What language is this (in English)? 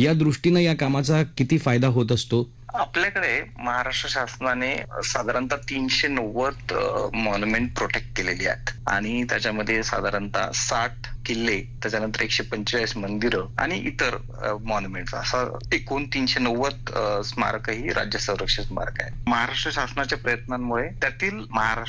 Marathi